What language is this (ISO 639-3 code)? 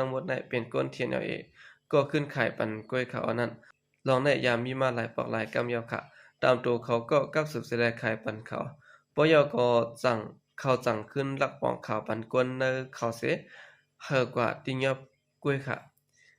shn